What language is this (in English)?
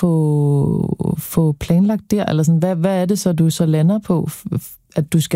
Danish